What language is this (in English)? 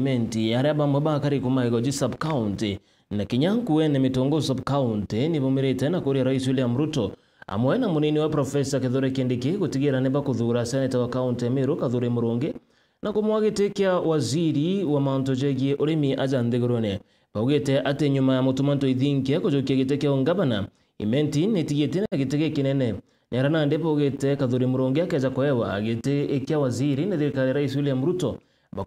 Meru